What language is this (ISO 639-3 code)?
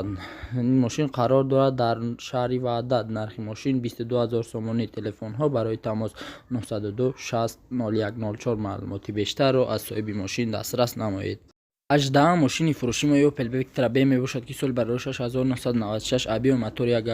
tgk